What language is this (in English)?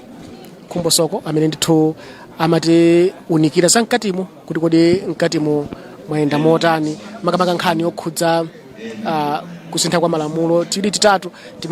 Nyanja